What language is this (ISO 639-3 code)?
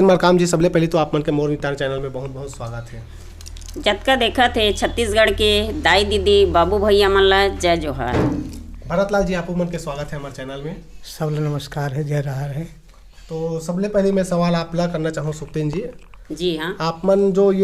hne